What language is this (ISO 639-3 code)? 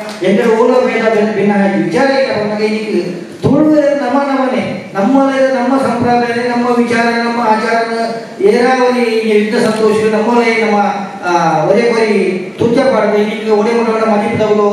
tcy